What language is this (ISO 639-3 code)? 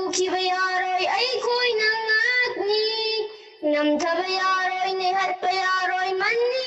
mni